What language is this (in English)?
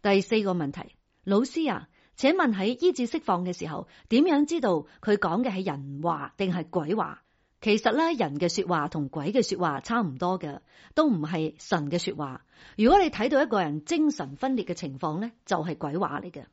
Cantonese